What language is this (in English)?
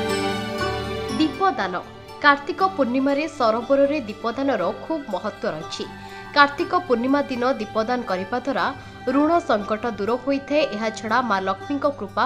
Odia